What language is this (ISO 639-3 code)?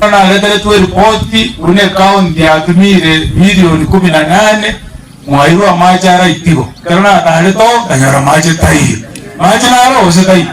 guz